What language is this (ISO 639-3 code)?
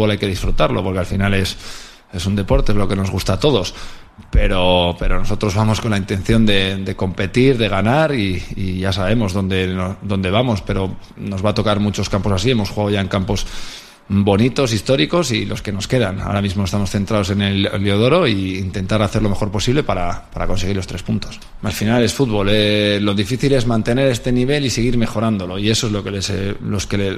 spa